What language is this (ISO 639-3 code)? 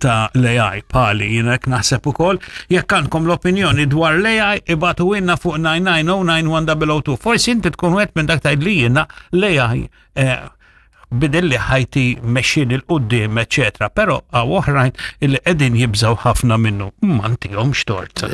mlt